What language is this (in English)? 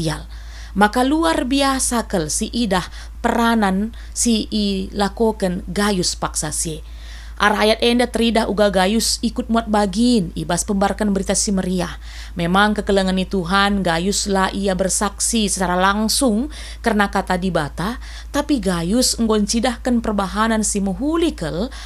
Batak Karo